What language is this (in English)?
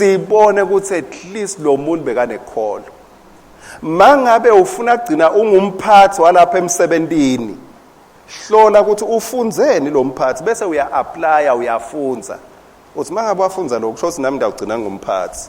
Swati